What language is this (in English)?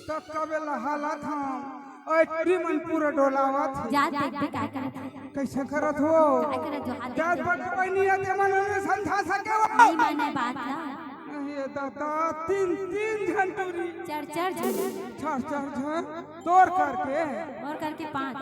Chhattisgarhi